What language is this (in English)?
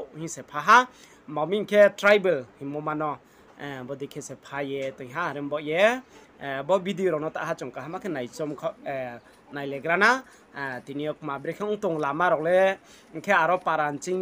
Riang (India)